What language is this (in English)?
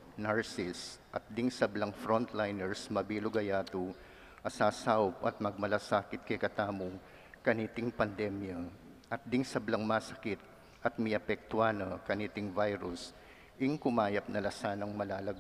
Pampanga